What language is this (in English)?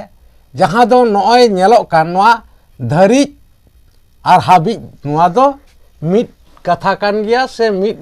Santali